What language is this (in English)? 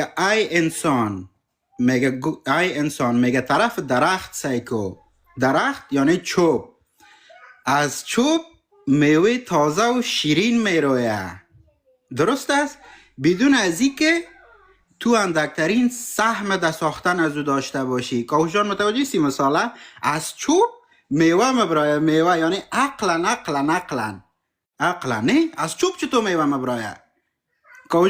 Persian